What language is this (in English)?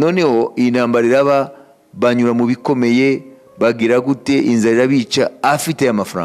Kinyarwanda